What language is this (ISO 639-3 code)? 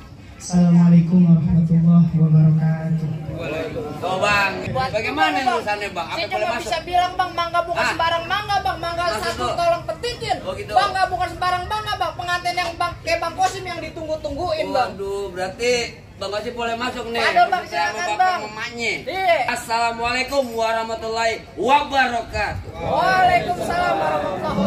bew